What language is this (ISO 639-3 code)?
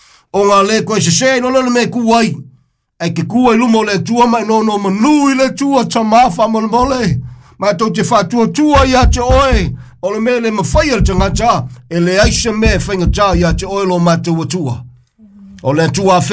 smo